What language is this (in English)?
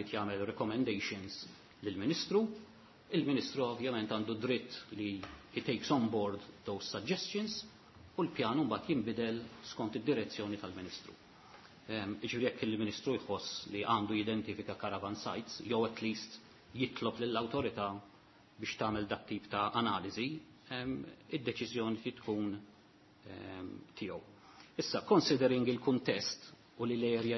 Maltese